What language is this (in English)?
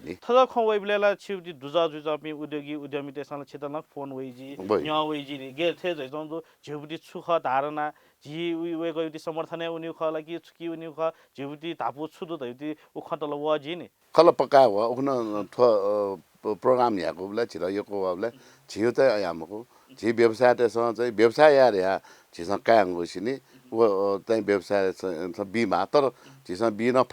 Newari